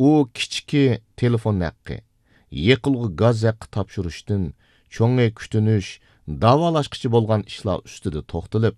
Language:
Uyghur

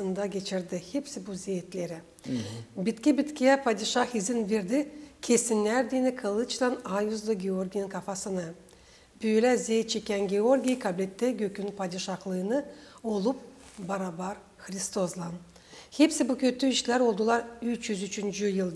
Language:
Gagauz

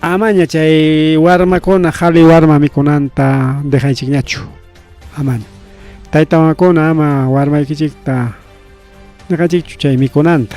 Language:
Ayacucho Quechua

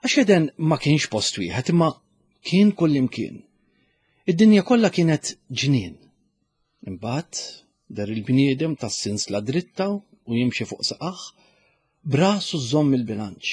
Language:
Maltese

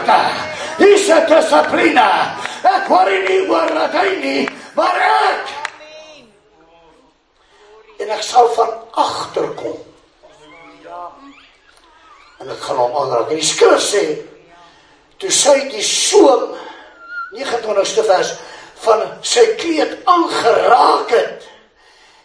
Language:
Afrikaans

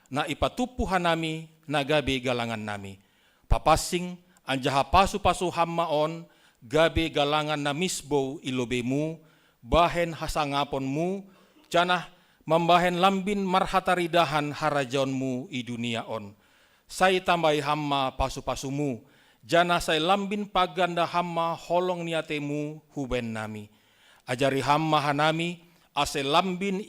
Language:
Batak Simalungun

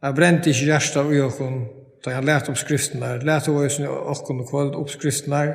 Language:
Faroese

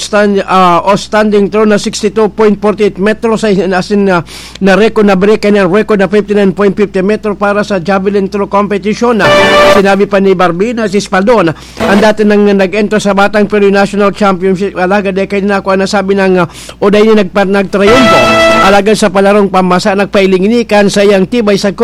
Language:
Bikol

